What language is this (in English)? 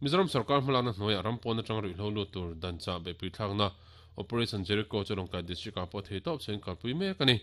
Mizo